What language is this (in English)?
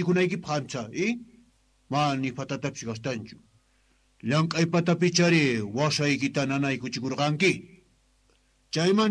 South Bolivian Quechua